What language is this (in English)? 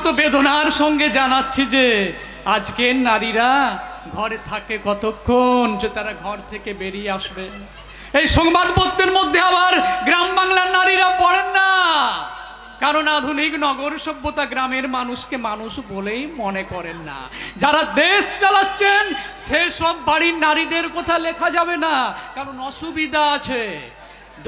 Bangla